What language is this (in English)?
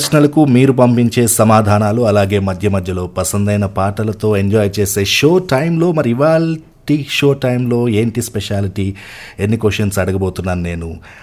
Telugu